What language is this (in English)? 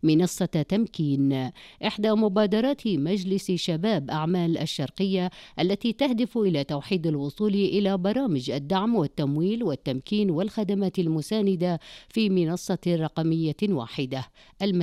Arabic